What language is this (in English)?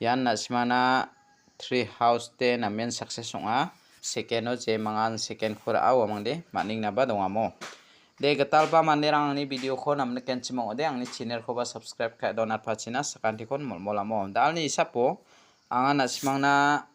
Garo